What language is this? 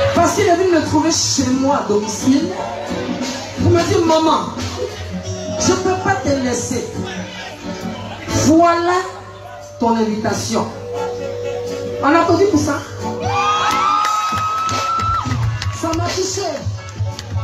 French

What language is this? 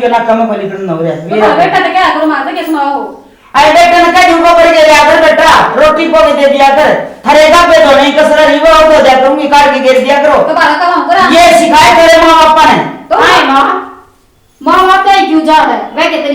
Haryanvi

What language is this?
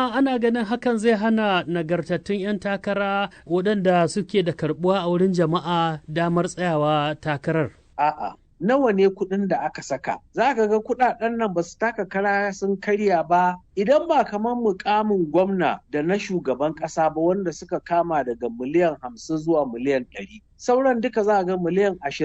Hausa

